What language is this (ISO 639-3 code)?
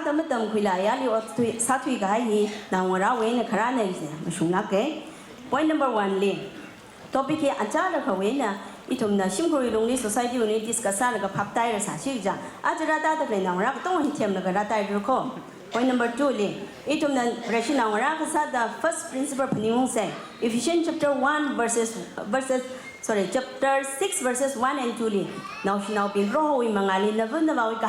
nmf